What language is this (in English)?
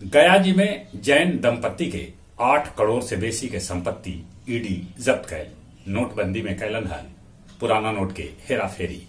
Magahi